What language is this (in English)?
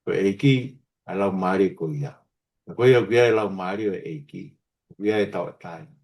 Tongan